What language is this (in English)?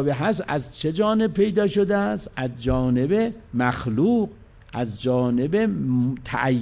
Persian